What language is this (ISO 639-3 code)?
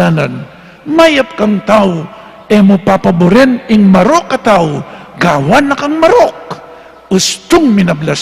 pam